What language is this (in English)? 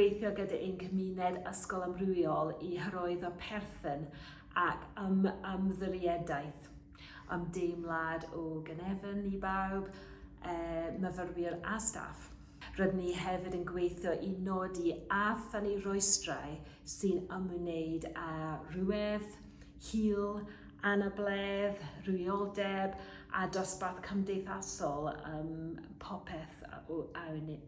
Welsh